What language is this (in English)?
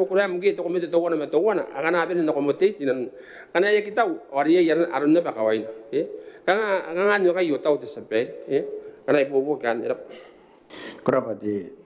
Gilbertese